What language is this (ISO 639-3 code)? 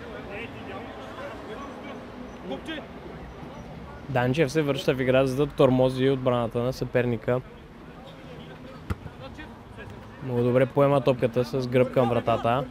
bul